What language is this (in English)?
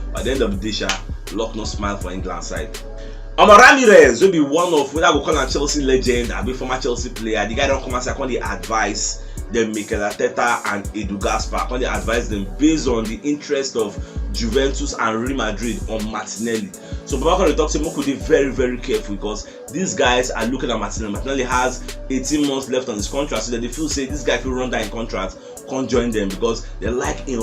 Nigerian Pidgin